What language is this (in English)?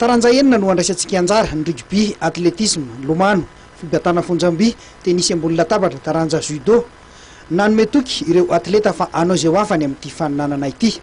Malagasy